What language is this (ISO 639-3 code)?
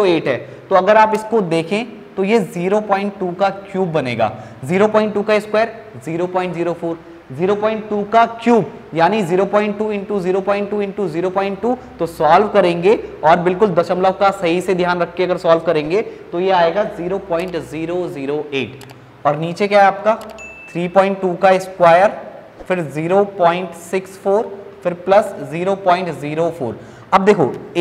hin